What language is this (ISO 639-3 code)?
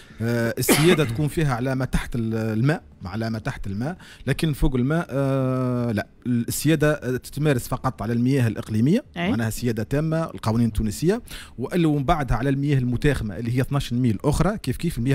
aeb